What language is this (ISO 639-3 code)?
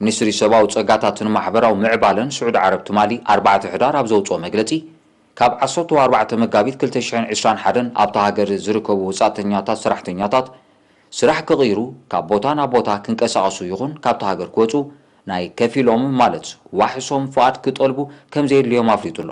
tir